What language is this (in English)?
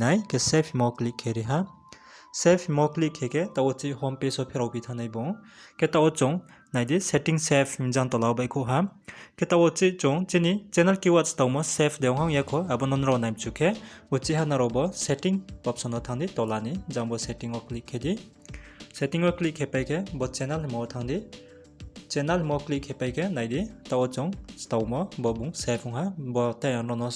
Riang (India)